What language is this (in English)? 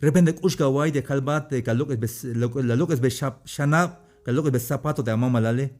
Tzeltal